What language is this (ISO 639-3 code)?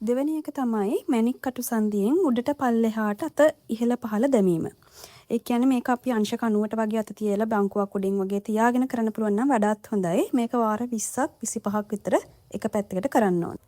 sin